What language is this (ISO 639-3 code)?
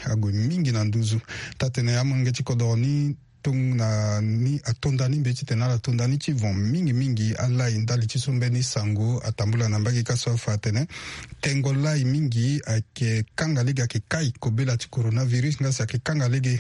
sag